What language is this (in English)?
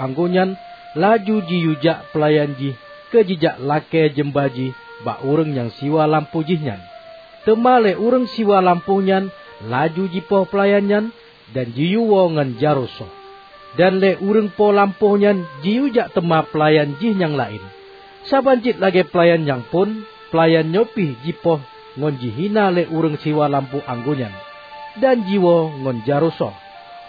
Achinese